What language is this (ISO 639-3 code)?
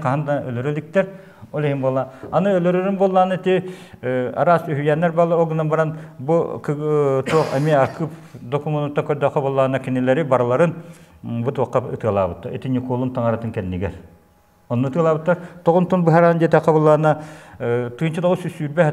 sah